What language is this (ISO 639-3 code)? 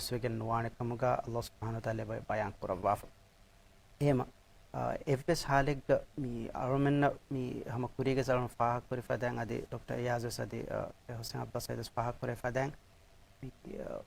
div